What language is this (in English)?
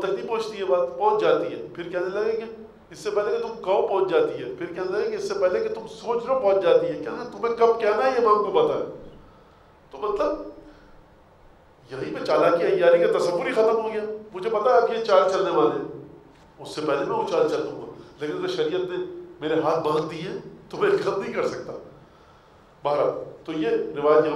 Urdu